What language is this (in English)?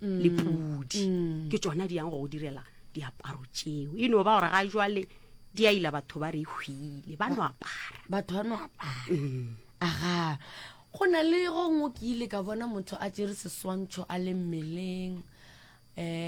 Northern Sotho